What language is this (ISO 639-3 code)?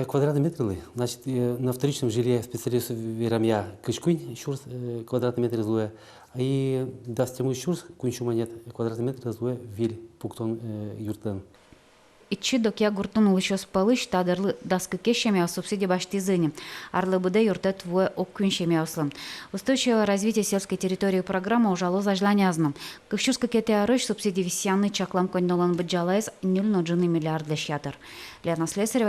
udm